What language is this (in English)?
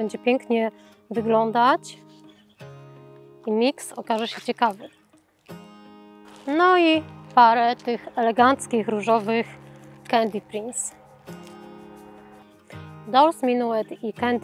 Polish